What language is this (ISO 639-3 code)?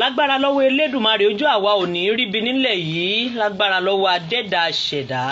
yor